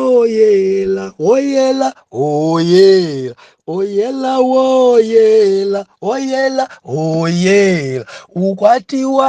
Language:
Nyanja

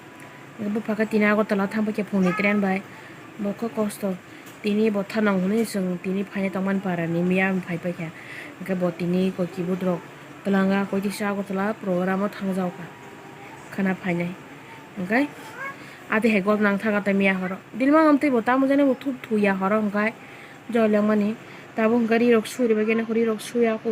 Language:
Kok Borok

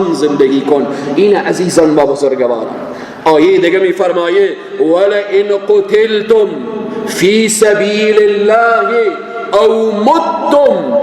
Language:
Persian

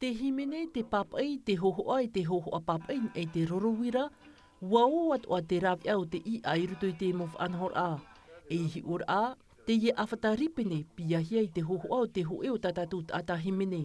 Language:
Tahitian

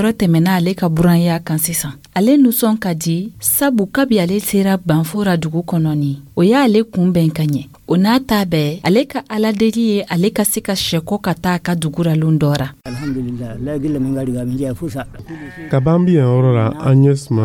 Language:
Dyula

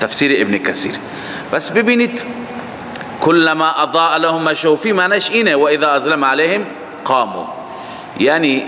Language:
Persian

